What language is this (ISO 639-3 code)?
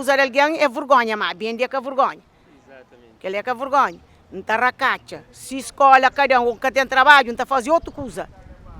kea